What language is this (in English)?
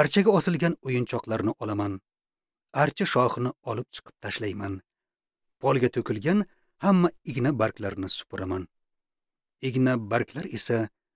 Uzbek